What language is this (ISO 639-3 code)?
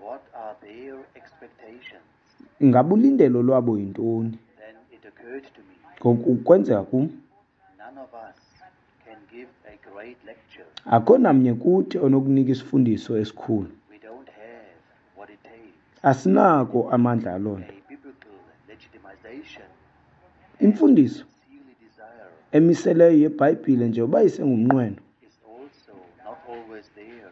xho